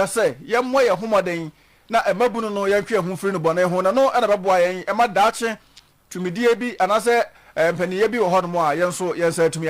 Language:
Akan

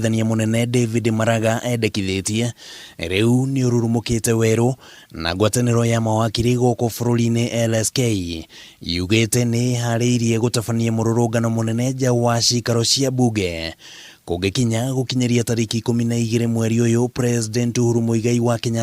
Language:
Kikuyu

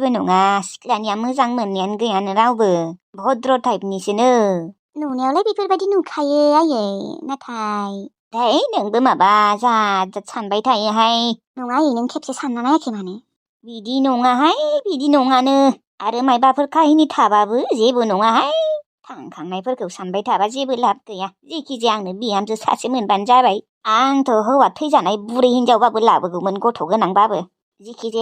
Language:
Bodo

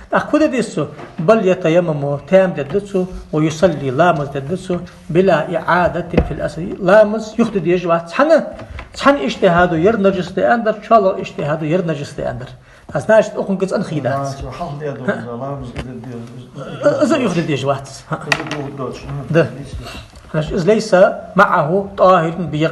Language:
Ingush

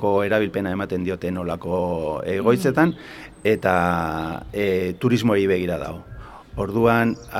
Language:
Basque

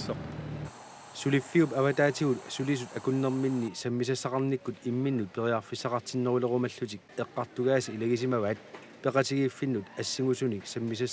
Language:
Kalaallisut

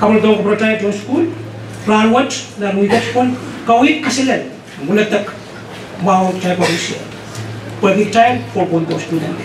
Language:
Pohnpeian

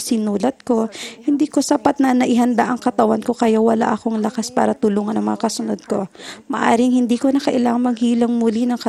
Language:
Filipino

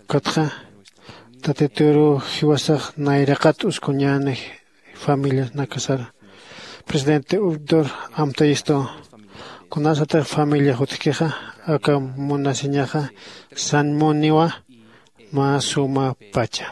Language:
Aymara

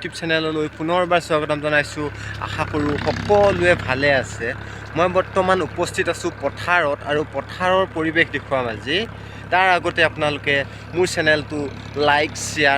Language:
Assamese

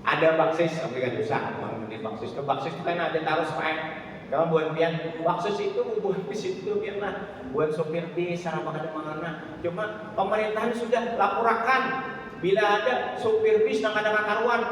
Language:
Banjar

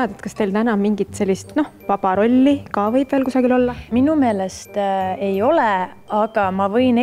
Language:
Estonian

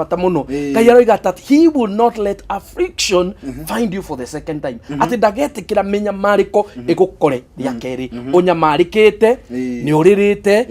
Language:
Kikuyu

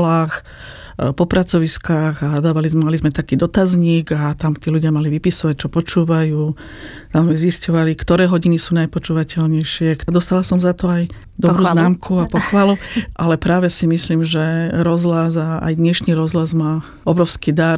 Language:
Slovak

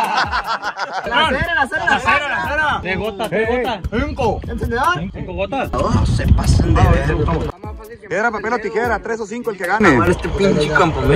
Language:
Spanish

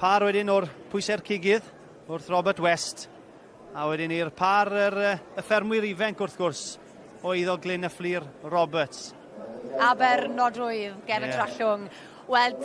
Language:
Welsh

